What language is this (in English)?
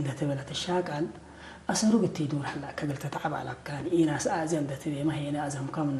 Tigre